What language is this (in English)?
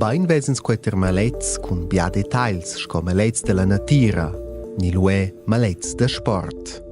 Romansh